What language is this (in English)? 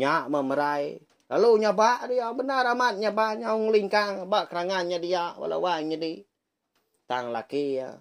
Iban